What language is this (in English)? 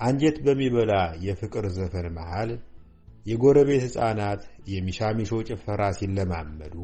Amharic